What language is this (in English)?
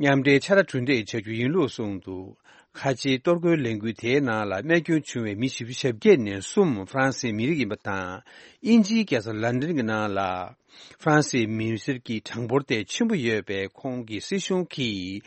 Tibetan